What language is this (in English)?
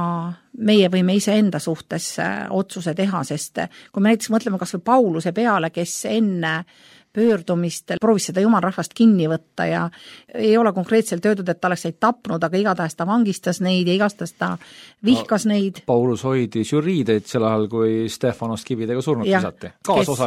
Estonian